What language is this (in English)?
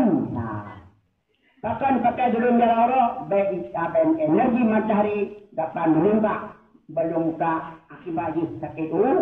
Achinese